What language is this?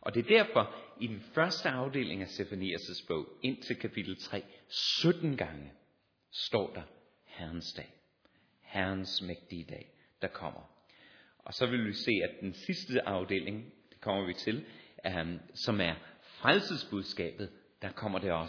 Danish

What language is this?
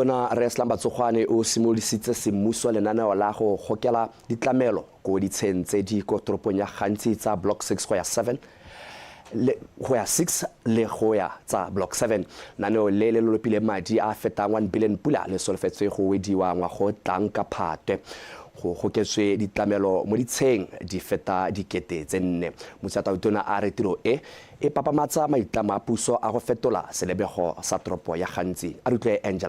Tswana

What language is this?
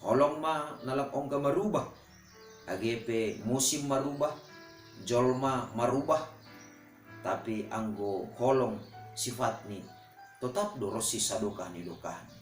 Batak Simalungun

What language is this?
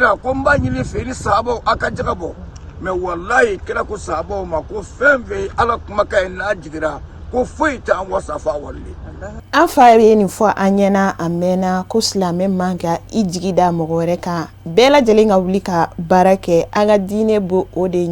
Bambara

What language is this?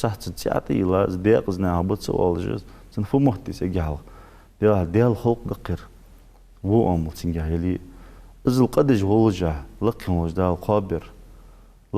Ingush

